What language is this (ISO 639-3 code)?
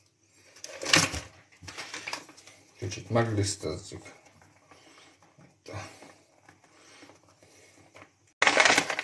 hun